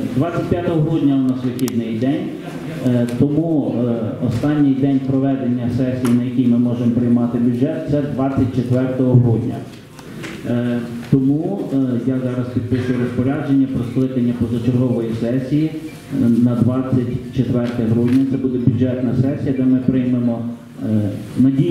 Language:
Ukrainian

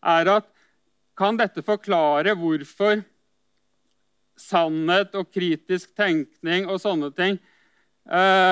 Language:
Norwegian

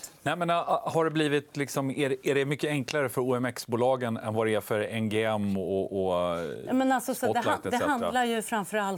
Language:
Swedish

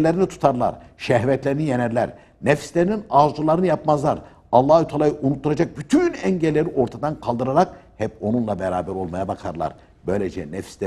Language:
Turkish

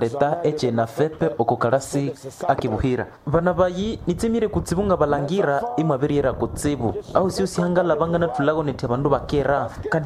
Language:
Nande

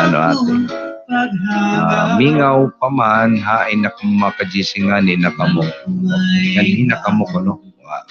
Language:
Waray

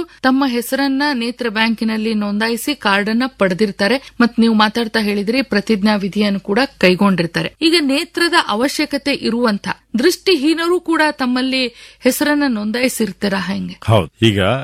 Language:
Kannada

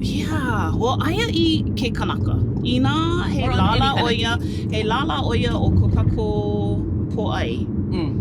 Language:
Hawaiian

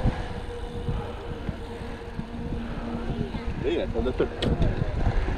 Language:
Hungarian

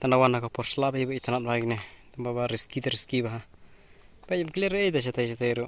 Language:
Khasi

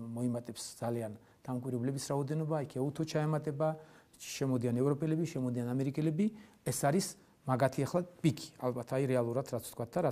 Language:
Georgian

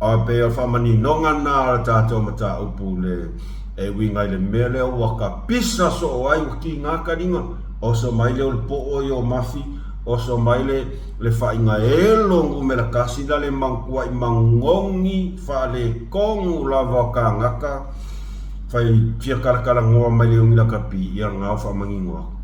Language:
Samoan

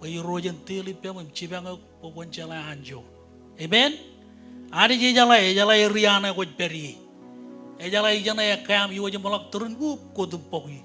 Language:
Marshallese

